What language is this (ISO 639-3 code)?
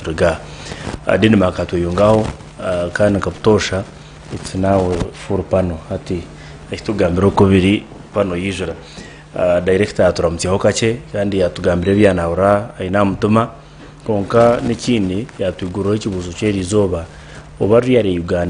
nyn